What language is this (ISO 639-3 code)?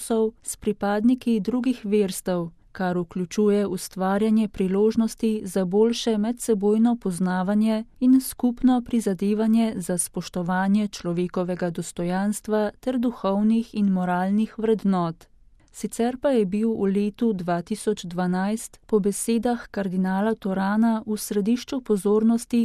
slv